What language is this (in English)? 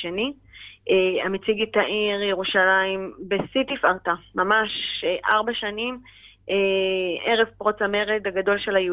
Hebrew